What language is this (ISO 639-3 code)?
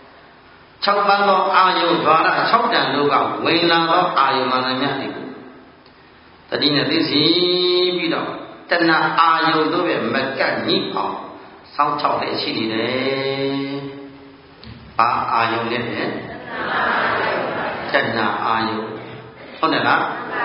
mya